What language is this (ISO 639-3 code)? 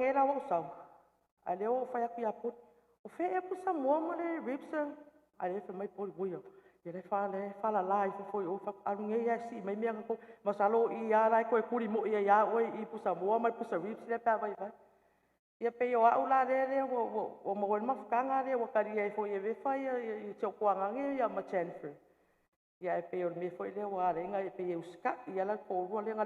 smo